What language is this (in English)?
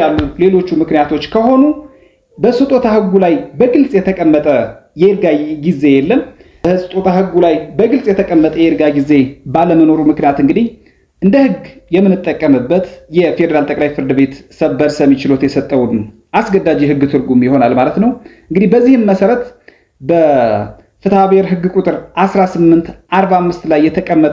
Amharic